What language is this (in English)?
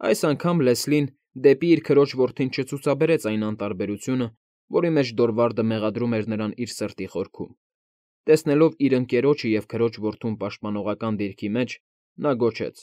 Armenian